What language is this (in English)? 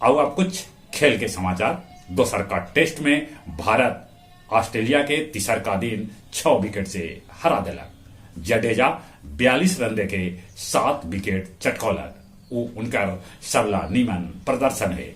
Magahi